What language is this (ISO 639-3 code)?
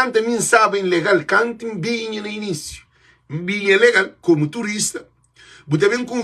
kea